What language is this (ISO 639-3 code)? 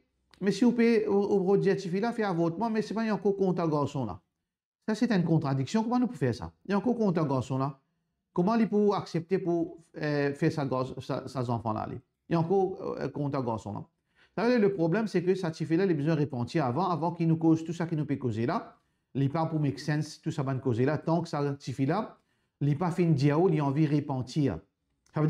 mfe